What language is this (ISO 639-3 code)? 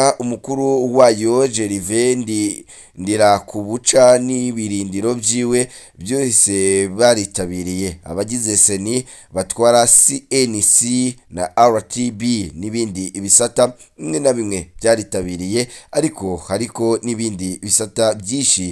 run